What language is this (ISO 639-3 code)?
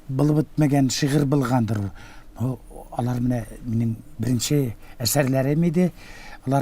tat